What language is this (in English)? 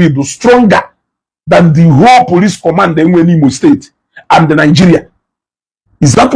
Igbo